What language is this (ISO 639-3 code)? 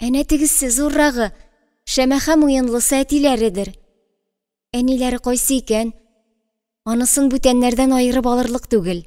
tat